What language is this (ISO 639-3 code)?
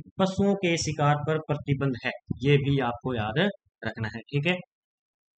hin